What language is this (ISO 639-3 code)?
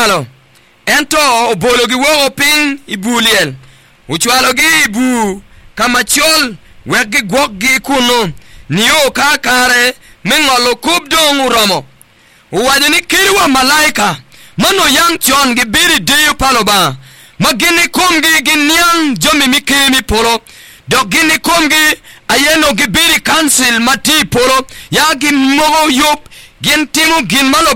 ach